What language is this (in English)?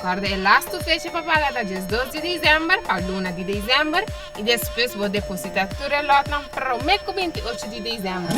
Papiamento